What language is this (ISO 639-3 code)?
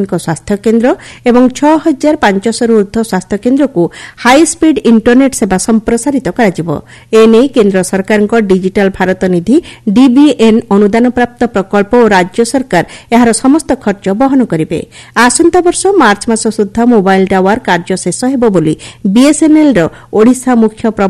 ori